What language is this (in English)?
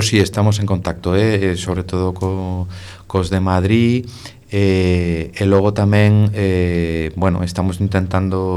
Galician